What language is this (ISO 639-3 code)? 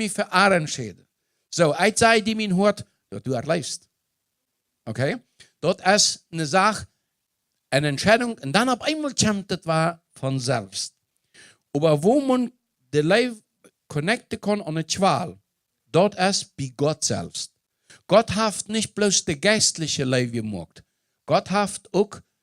pdt